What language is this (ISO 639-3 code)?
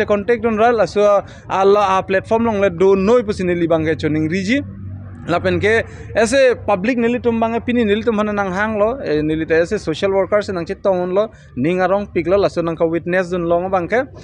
mjw